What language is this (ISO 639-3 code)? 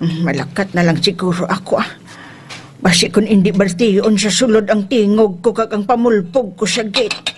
hil